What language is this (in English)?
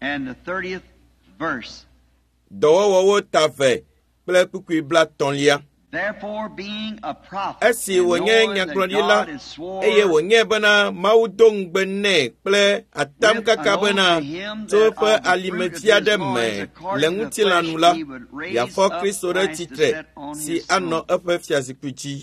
Ewe